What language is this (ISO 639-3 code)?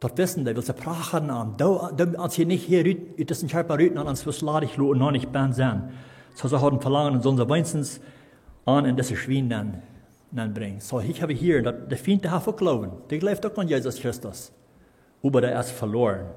pdt